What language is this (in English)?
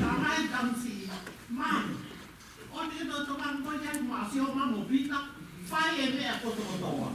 Tongan